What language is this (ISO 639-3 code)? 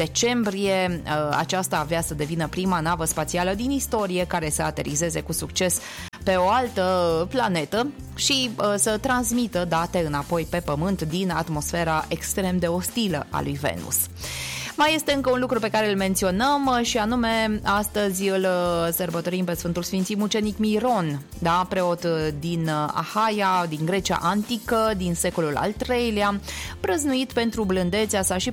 ron